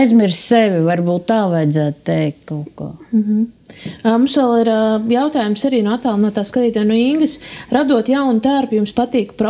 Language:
Latvian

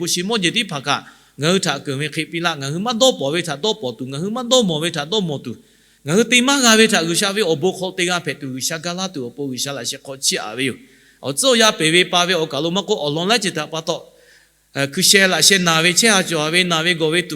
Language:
Lahu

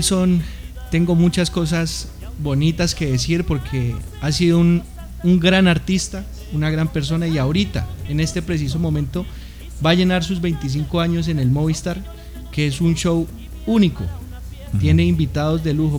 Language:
Spanish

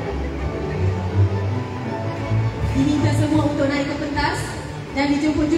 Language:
Malay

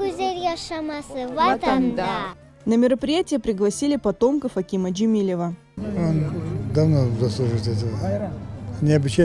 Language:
Crimean Tatar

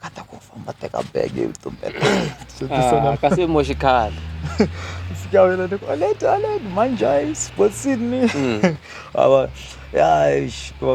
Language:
Tsonga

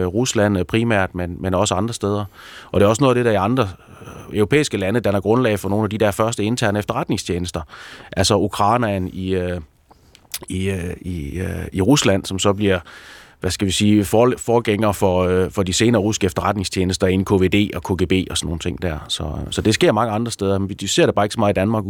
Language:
Danish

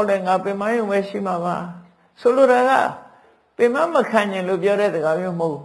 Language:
Burmese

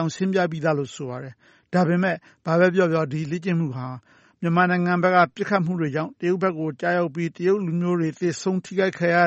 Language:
Burmese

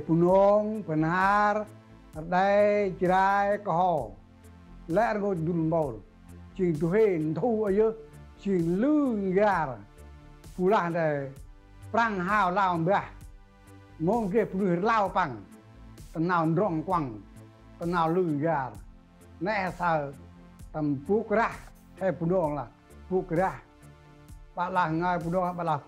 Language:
Central Mnong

